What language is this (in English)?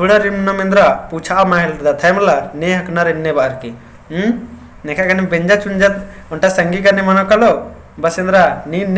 Kurukh